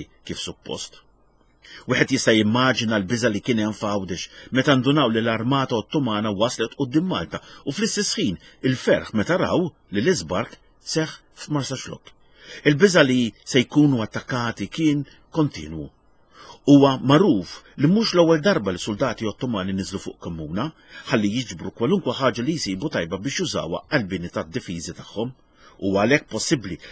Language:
Maltese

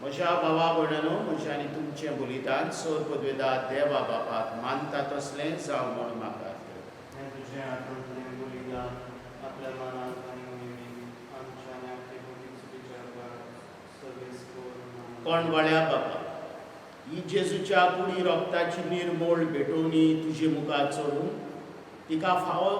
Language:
Konkani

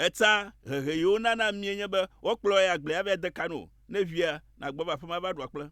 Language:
Ewe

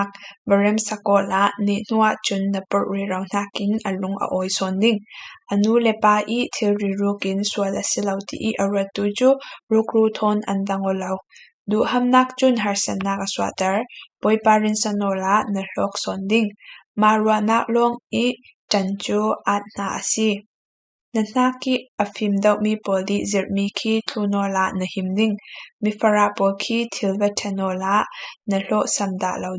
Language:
Falam Chin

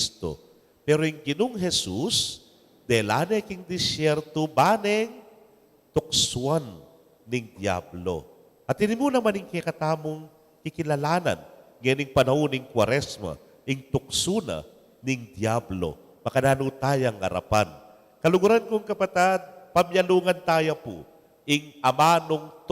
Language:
Pampanga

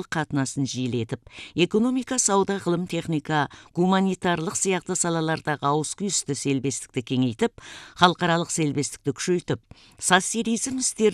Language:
Kazakh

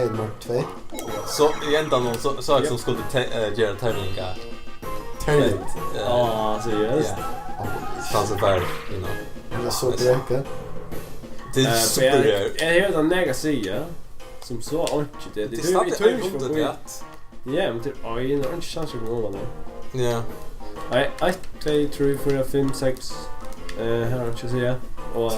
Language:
Faroese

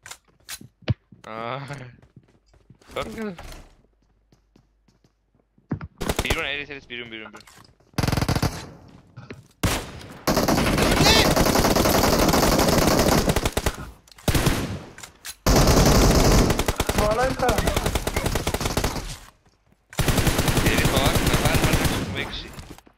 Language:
Persian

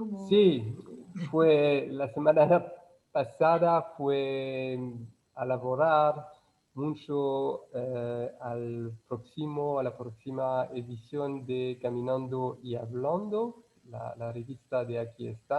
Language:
Ladino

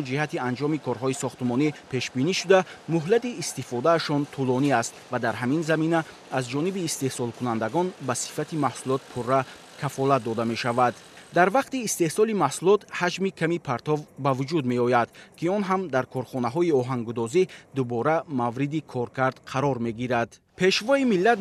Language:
Tajik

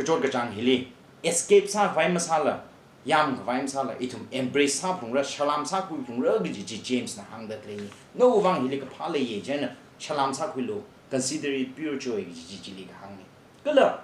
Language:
Tangkhul Naga (India)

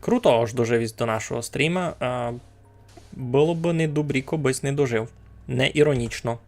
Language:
Rusyn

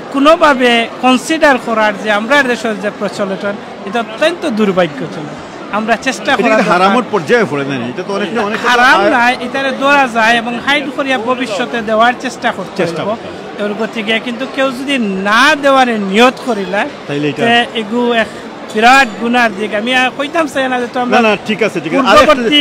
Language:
Sylheti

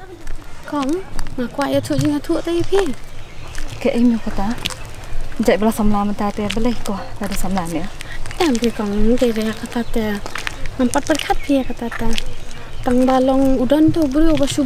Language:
Khasi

